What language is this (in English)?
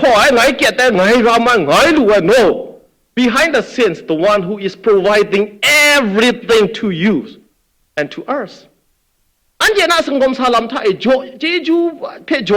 Kachin